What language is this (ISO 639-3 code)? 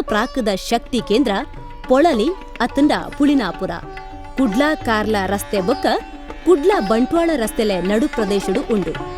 tcy